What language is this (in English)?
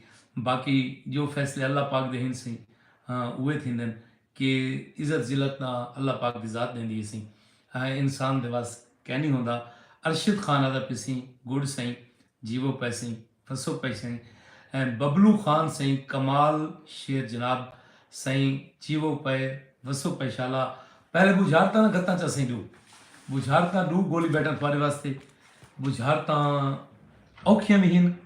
Saraiki